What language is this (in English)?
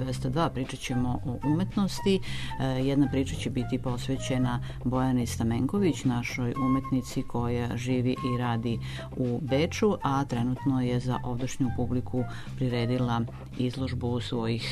Serbian